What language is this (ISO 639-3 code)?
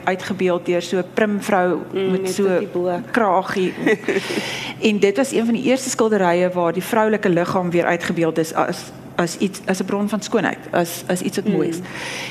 afr